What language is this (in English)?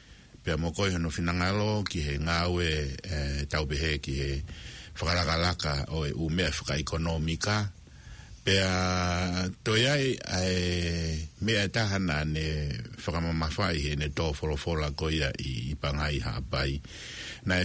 Tongan